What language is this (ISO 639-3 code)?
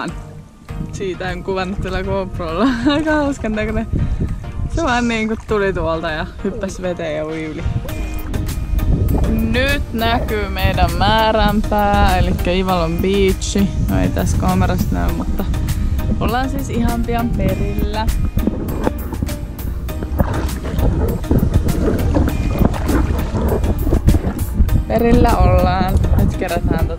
fin